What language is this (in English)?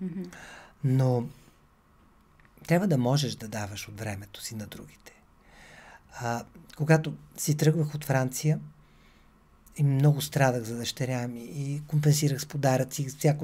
Bulgarian